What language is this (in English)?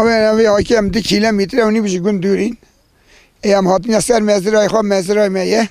Kurdish